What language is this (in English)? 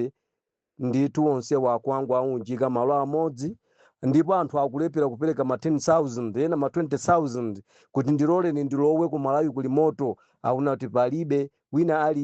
Nyanja